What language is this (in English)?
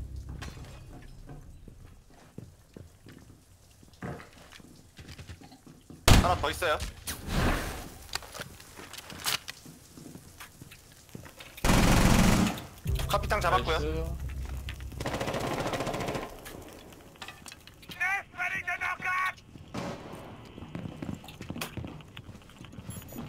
Korean